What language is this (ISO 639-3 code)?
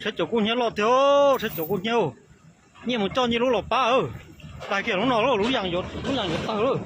hmn